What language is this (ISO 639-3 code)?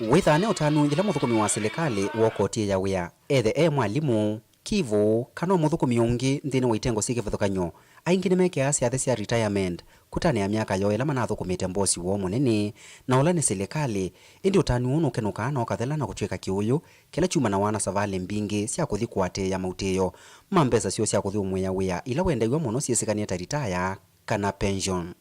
kam